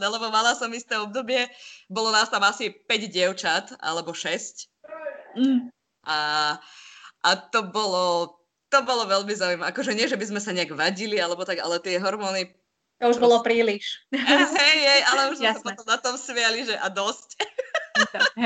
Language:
Slovak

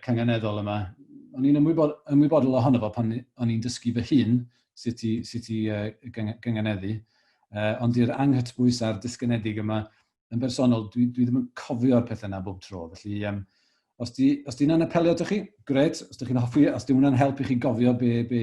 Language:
Welsh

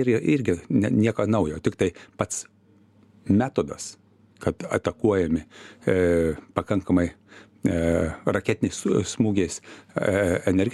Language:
Lithuanian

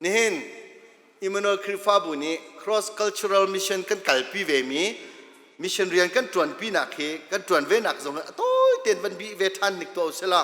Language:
Hakha Chin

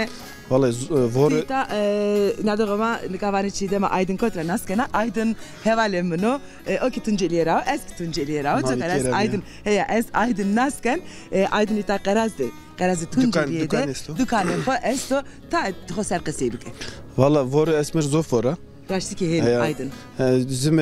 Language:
Zaza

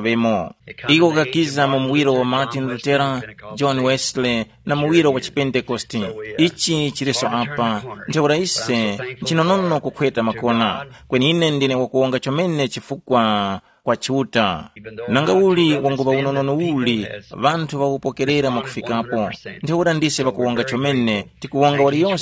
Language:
Tumbuka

